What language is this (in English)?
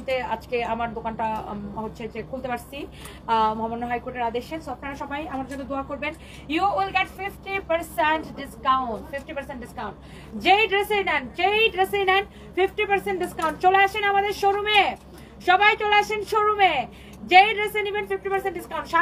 Bangla